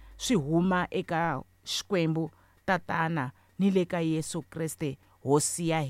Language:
Tsonga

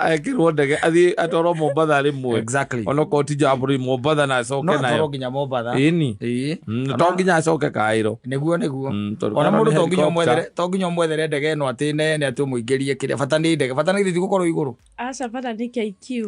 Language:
Kikuyu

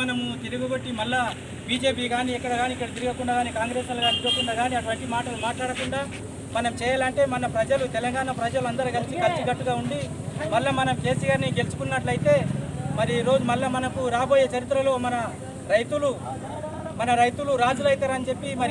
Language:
Telugu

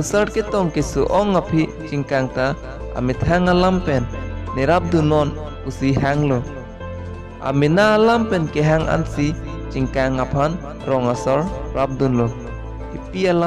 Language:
Karbi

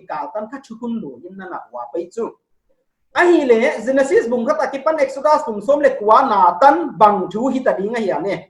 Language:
Paite Chin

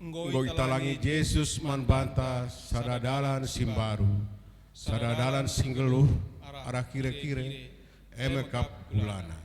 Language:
Batak Karo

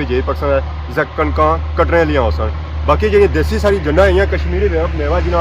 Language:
Pahari-Potwari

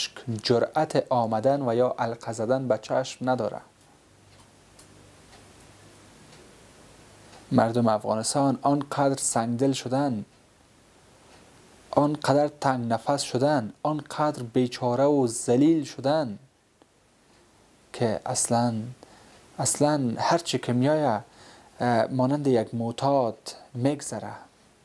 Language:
Persian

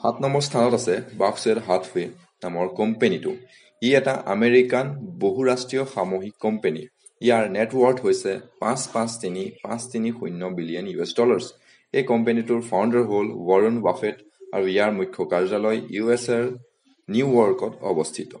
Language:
Assamese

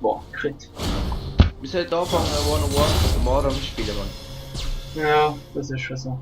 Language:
Swiss German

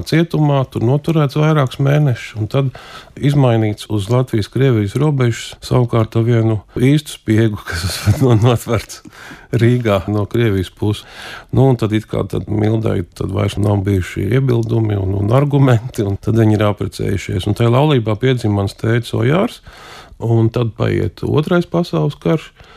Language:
Latvian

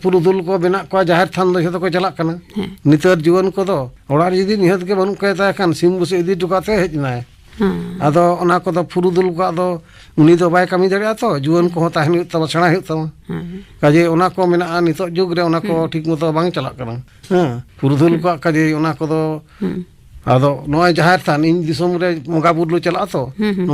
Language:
Santali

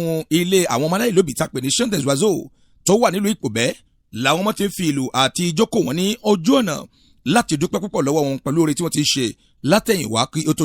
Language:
Yoruba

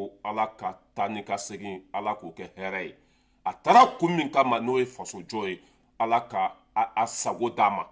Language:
Bambara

